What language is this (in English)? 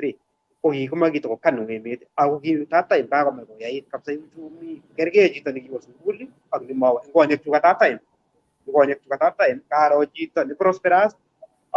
Kalenjin